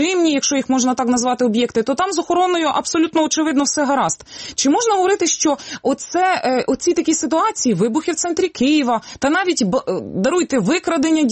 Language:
Ukrainian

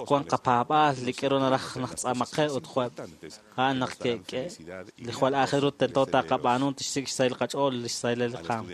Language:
Kekchí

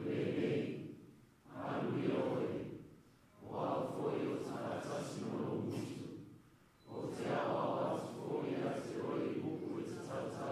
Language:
Samoan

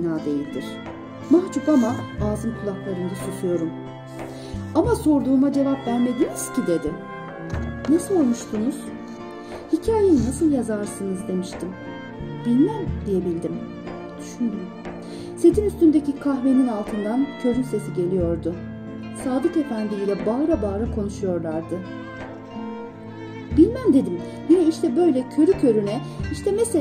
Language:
Turkish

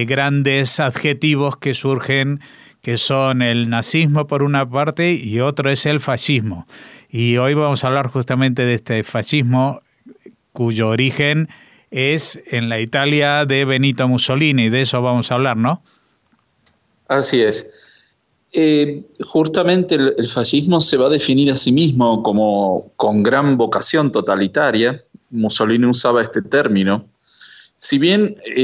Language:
Spanish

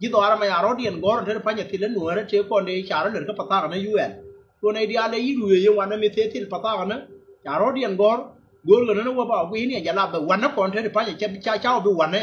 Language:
Nuer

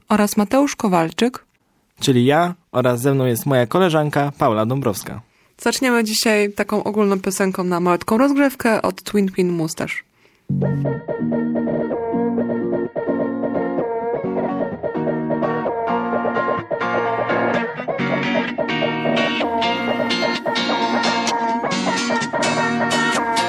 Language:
Polish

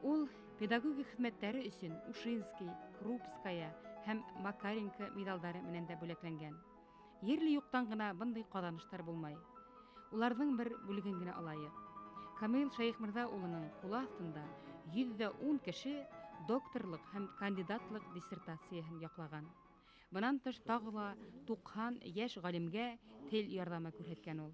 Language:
Bashkir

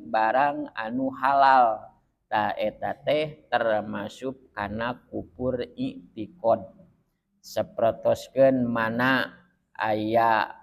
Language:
Sundanese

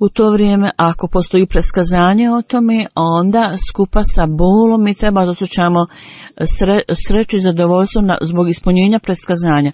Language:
Bosnian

